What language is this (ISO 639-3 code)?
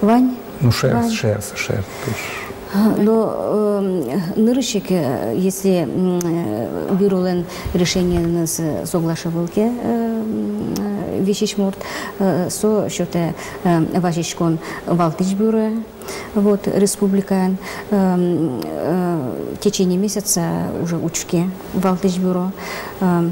udm